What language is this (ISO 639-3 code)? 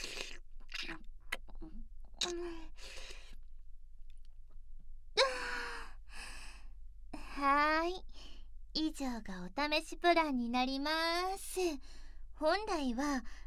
jpn